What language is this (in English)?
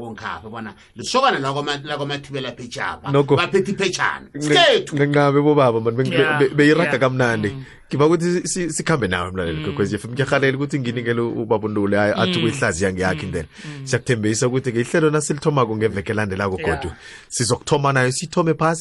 South Ndebele